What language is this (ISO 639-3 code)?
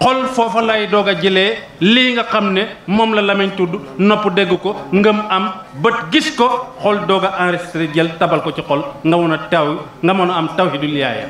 wol